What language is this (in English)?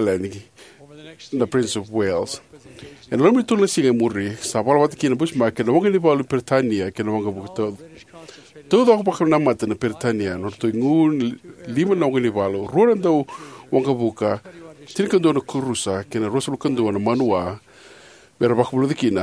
Fijian